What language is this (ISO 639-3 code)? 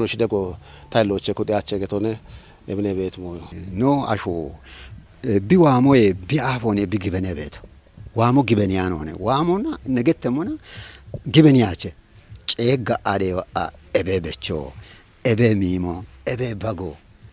kbr